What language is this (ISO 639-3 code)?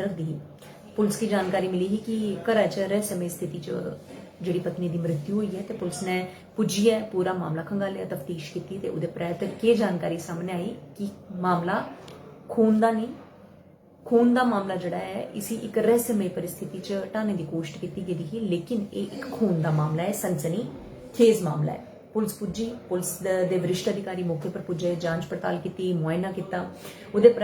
doi